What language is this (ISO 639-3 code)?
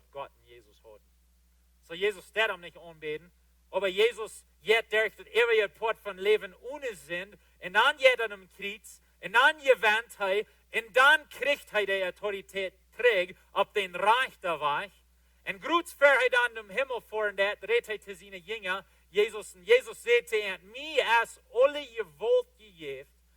pdt